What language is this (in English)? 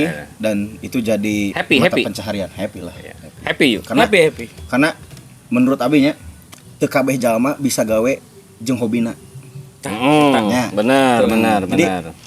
Sundanese